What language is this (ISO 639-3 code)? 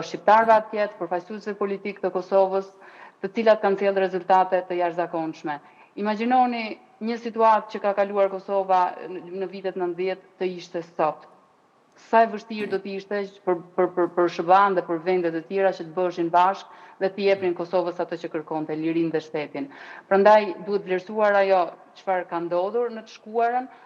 sqi